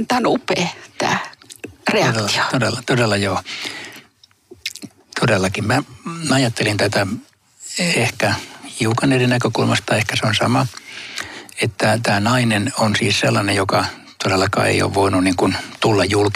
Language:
Finnish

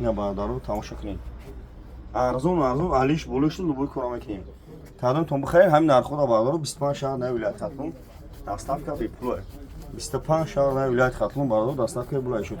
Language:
Tajik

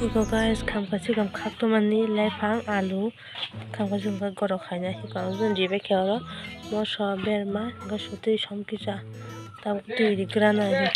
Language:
Kok Borok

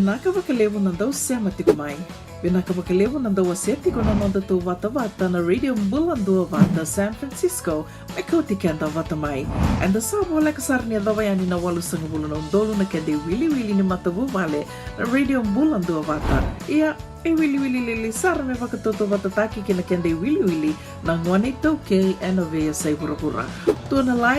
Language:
Fijian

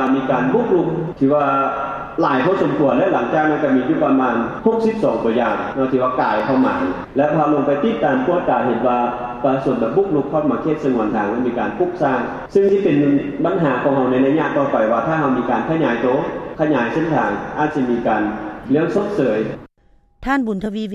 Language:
Lao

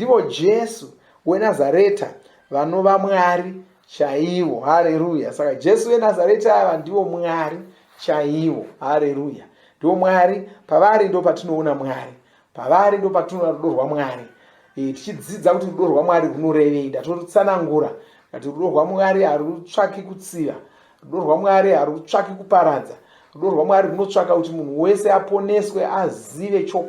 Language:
Shona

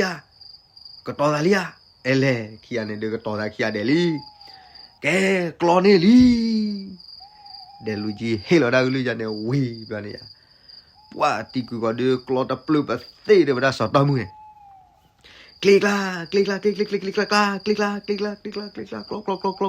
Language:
S'gaw Karen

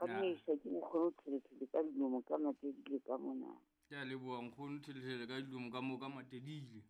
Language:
Southern Sotho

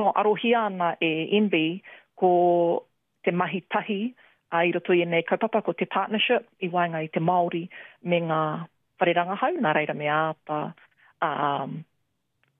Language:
Māori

